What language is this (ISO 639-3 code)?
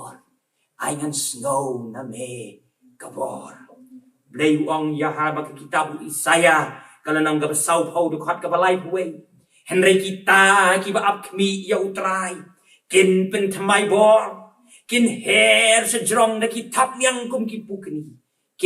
kha